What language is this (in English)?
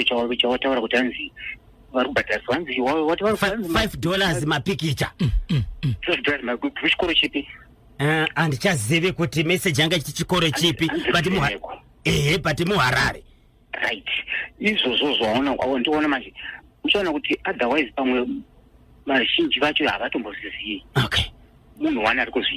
Shona